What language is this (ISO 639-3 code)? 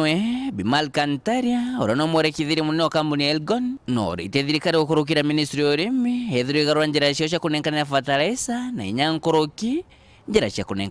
mer